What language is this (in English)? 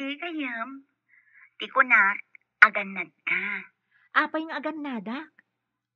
Iloko